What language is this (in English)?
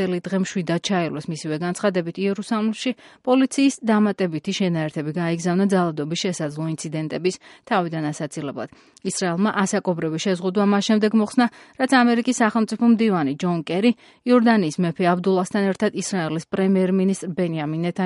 Georgian